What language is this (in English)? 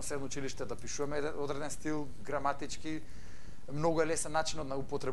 Macedonian